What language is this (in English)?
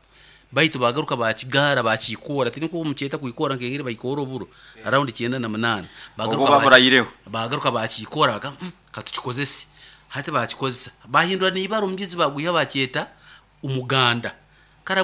Nyoro